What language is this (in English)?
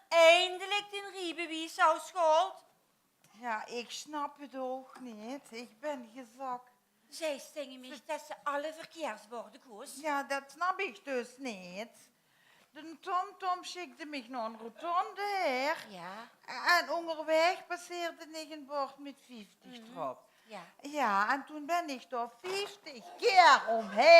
Limburgish